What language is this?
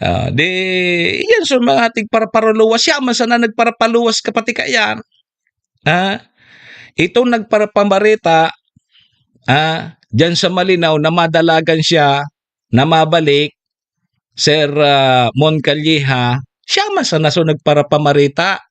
Bikol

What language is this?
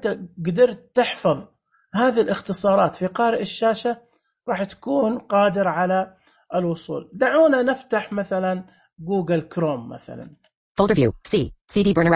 Najdi Arabic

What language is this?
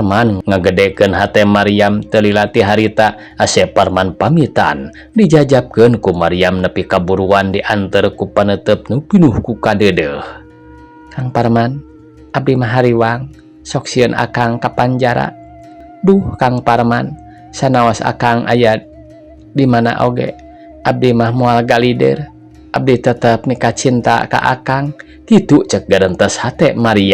Sundanese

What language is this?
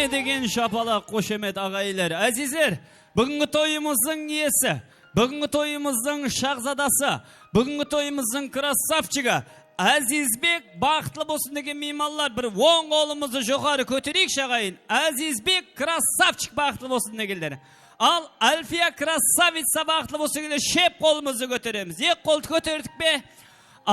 Kara-Kalpak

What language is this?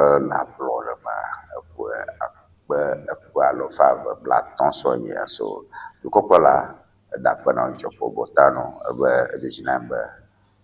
Ewe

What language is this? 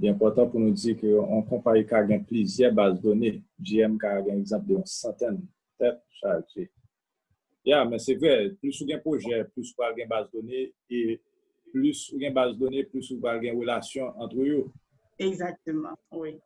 Haitian Creole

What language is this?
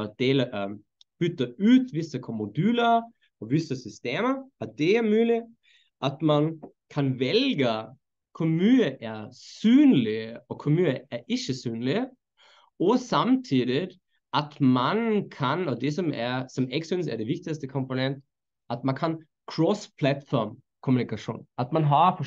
Norwegian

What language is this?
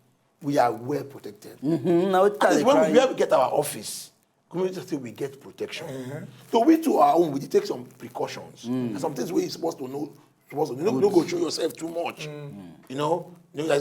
Nigerian Pidgin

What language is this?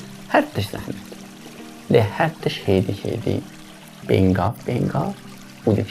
Kurdish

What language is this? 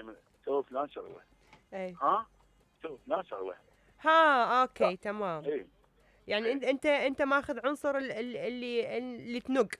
Mesopotamian Arabic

